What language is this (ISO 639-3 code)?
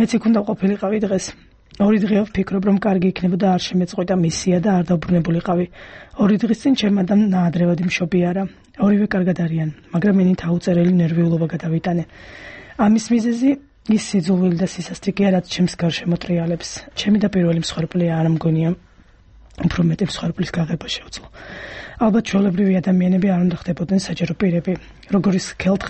kat